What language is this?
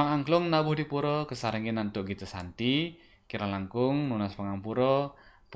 Balinese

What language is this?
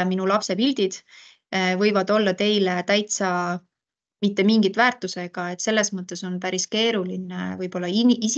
Estonian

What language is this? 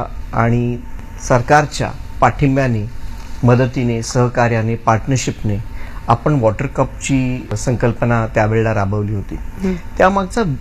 Marathi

